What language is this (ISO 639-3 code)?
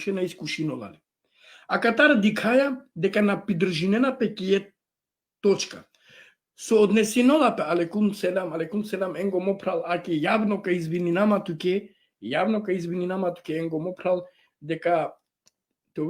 rmn